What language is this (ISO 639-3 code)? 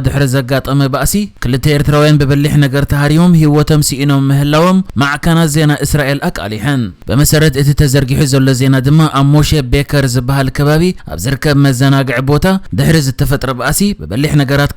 tir